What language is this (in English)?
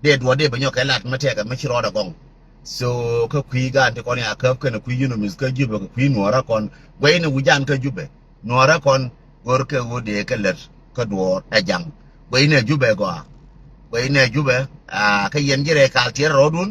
Nuer